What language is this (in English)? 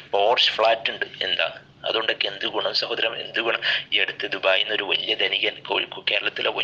Malayalam